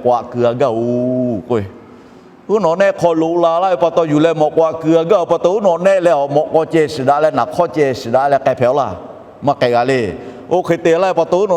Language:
Lahu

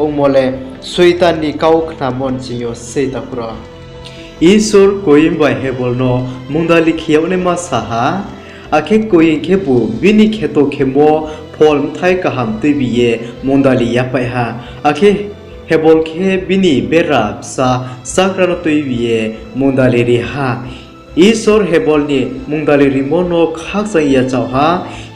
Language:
Riang (India)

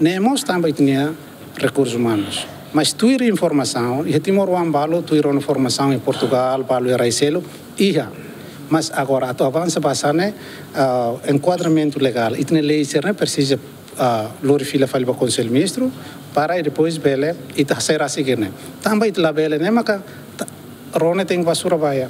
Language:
Tetum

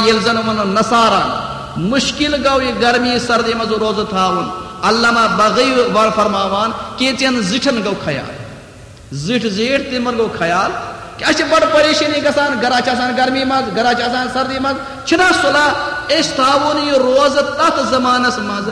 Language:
Kashmiri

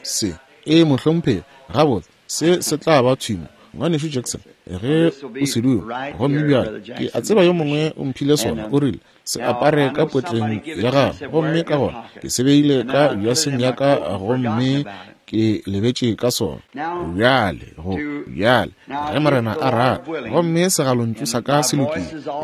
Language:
Northern Sotho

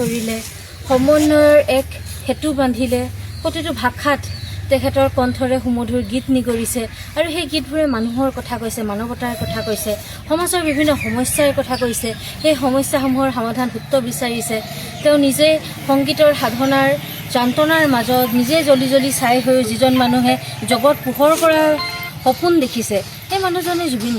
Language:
Assamese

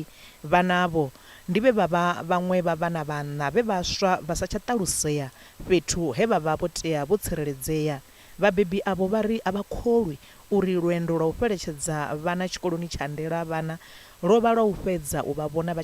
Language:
Venda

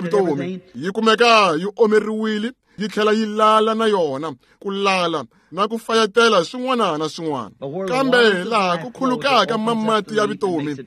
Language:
Tsonga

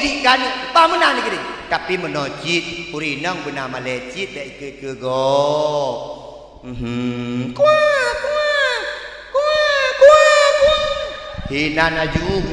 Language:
Achinese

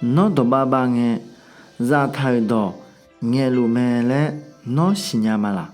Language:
Akha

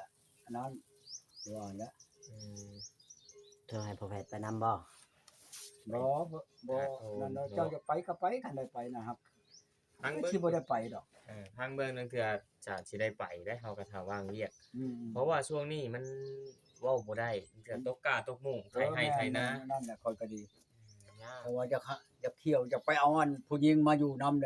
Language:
Northeastern Thai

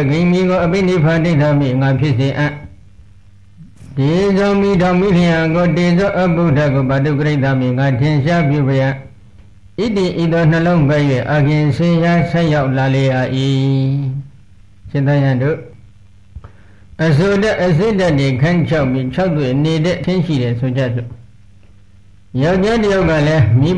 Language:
Burmese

